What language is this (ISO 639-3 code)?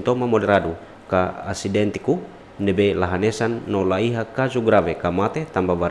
tet